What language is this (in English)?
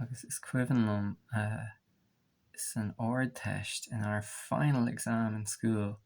Irish